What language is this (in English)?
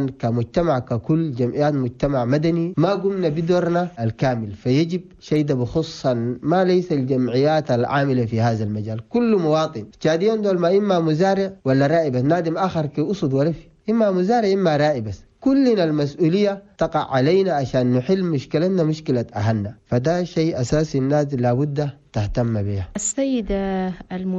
Chadian Arabic